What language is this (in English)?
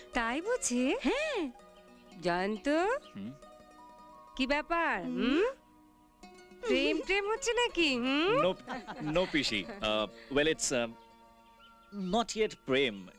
Bangla